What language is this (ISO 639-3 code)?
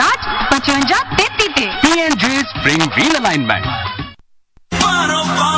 pan